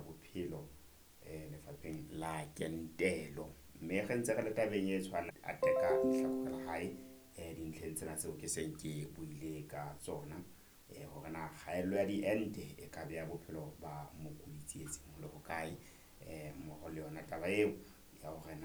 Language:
Southern Sotho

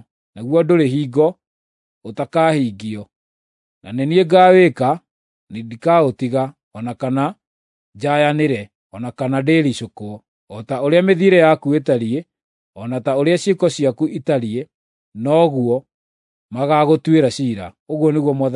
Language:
Kikuyu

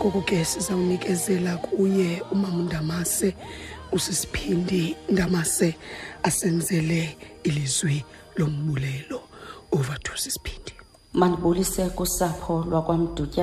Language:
Xhosa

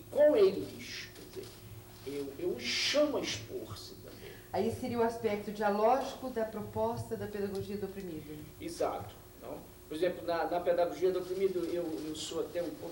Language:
Portuguese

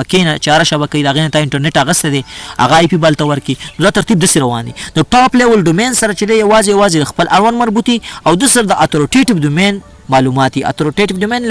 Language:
Pashto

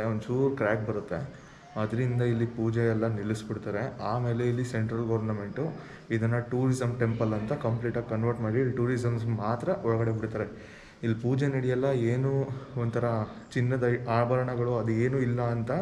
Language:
Kannada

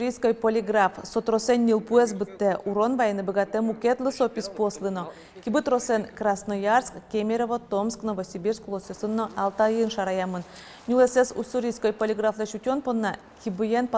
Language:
Udmurt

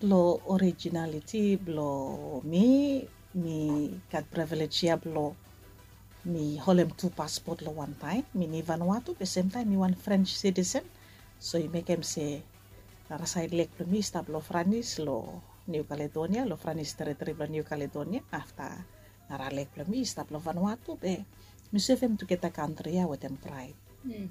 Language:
Bislama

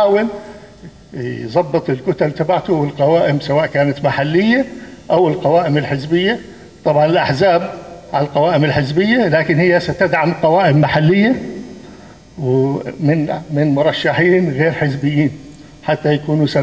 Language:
North Levantine Arabic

